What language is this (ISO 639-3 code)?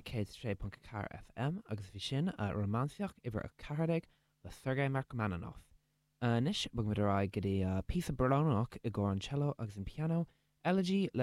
gle